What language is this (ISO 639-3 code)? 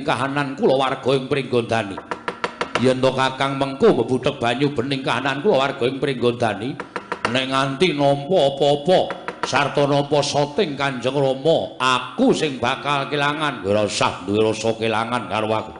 jav